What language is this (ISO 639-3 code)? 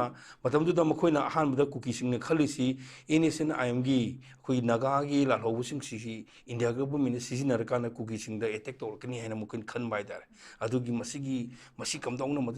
mni